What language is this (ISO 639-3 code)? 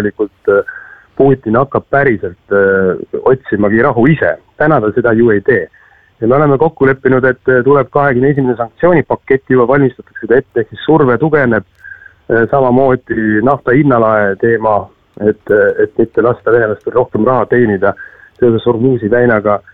est